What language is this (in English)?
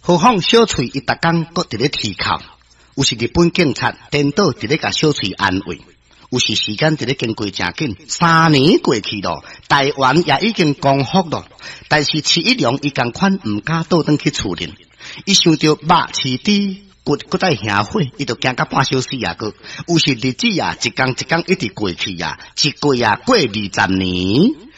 Min Nan Chinese